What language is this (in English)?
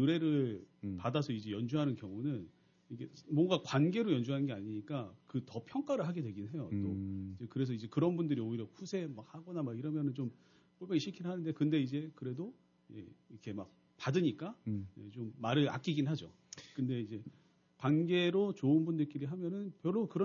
Korean